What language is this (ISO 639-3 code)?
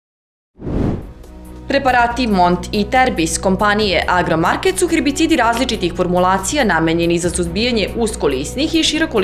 srp